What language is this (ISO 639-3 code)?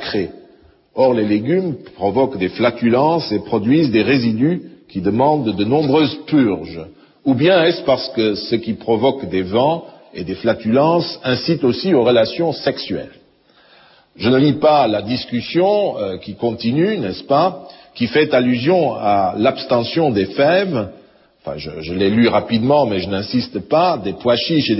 fra